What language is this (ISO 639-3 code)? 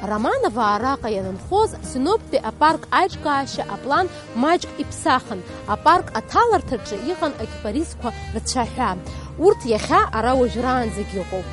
abk